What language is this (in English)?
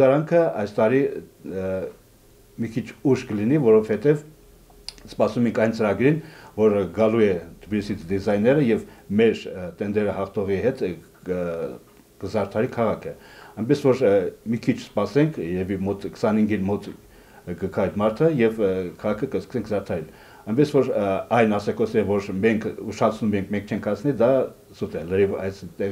Armenian